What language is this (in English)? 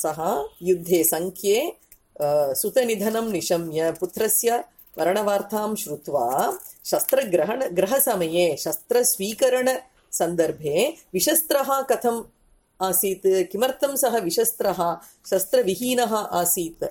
Sanskrit